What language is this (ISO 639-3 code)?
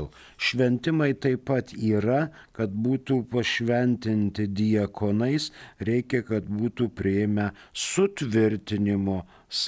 lit